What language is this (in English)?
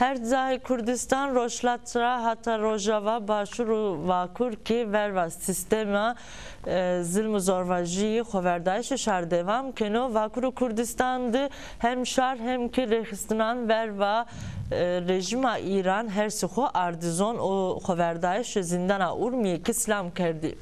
Zaza